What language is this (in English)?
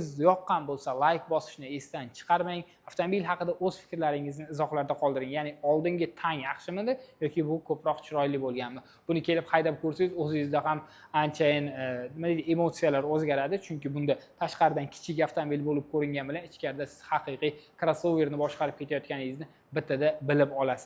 Uzbek